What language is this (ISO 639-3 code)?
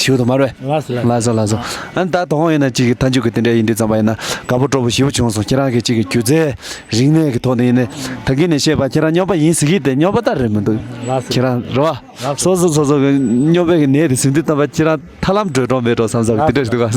bod